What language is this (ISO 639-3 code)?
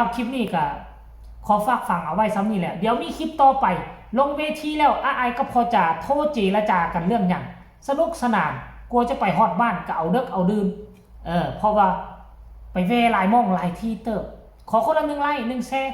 tts